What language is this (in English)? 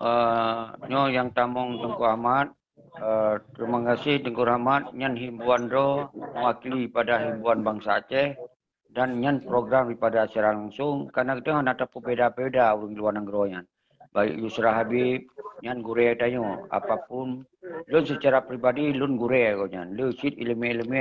Achinese